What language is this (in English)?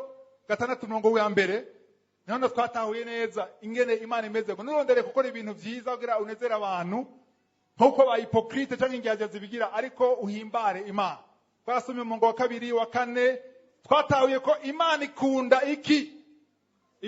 Rundi